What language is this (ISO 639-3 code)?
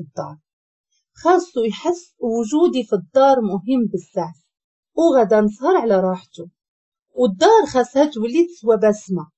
ary